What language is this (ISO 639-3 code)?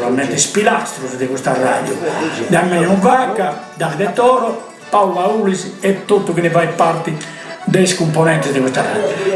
srd